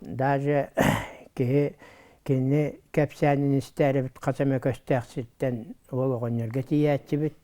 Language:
Yakut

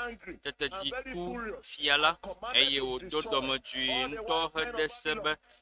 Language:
Ewe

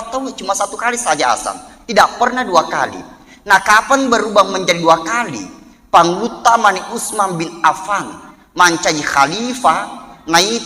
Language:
Buginese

